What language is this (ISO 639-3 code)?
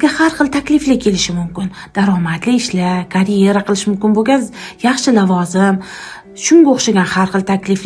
uzb